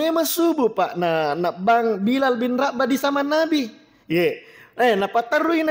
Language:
Buginese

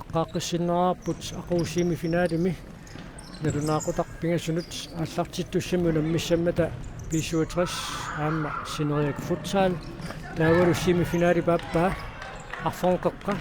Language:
Kalaallisut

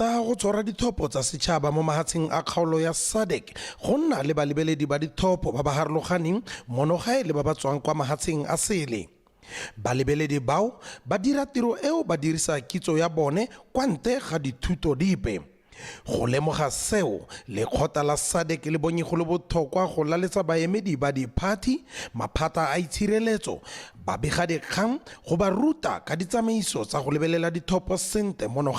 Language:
Tswana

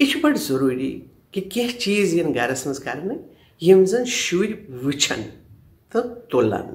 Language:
Kashmiri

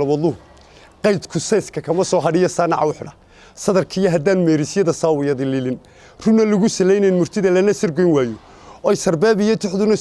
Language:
Somali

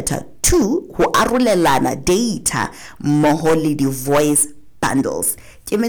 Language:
Southern Sotho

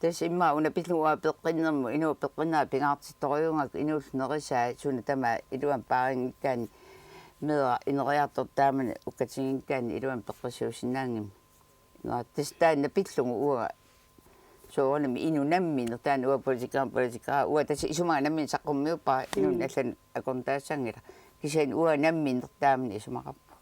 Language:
Kalaallisut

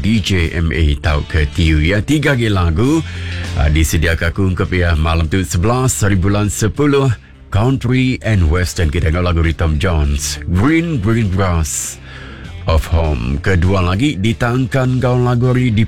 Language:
Iban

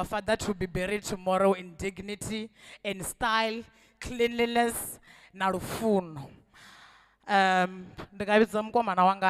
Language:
Venda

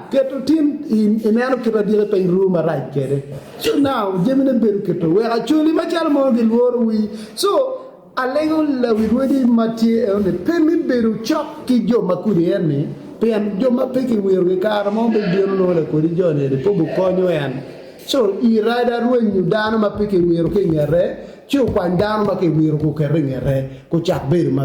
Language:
Acoli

